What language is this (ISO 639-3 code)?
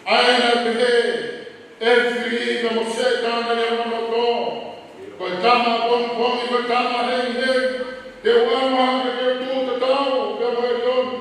ton